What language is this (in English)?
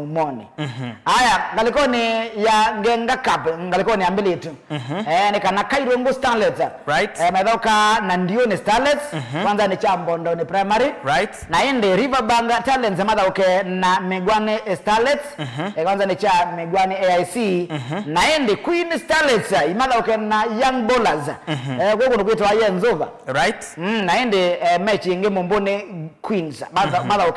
Kamba